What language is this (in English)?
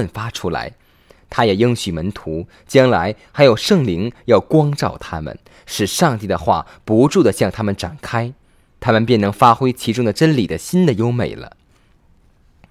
Chinese